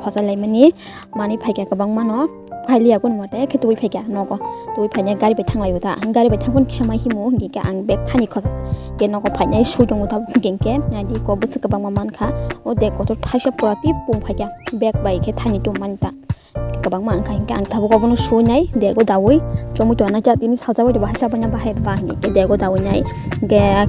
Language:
Kok Borok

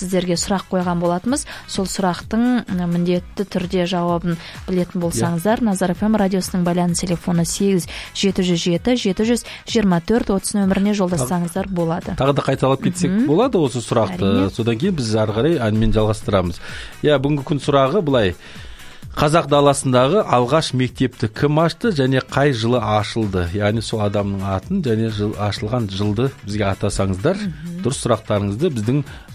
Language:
Kazakh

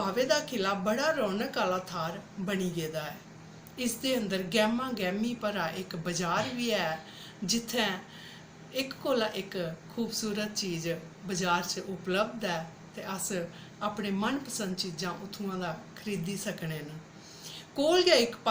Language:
Dogri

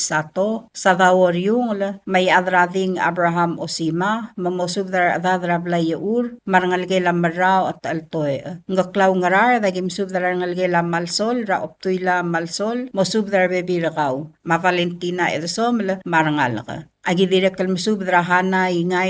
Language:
Palauan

